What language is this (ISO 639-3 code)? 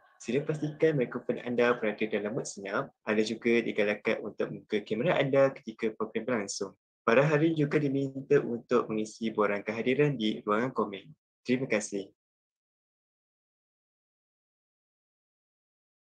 msa